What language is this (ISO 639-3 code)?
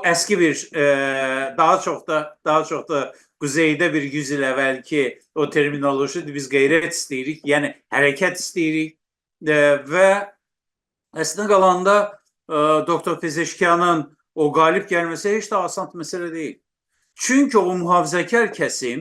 azb